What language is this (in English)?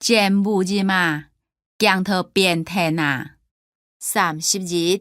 Hakka Chinese